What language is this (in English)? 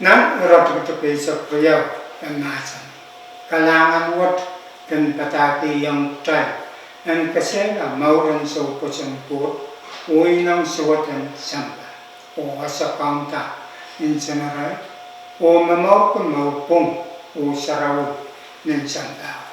Pohnpeian